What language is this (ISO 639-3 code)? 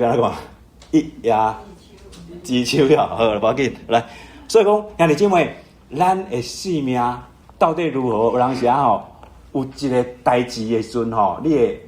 nan